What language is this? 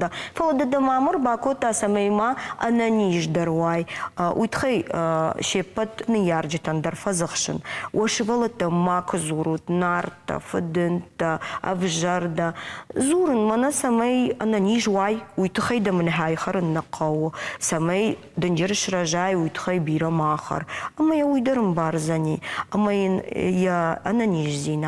Ossetic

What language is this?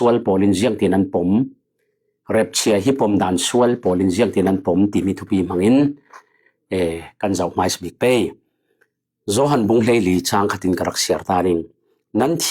Falam Chin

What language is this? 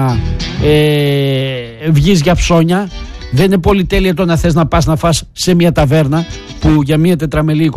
Greek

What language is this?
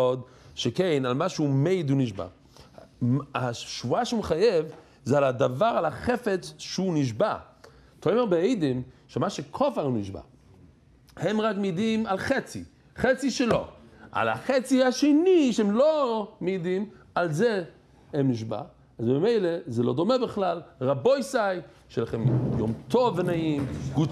Hebrew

